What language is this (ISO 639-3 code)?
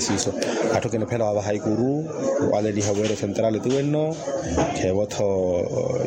vmw